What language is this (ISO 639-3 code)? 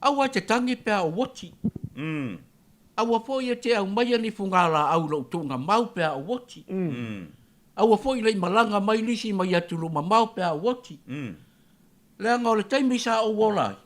smo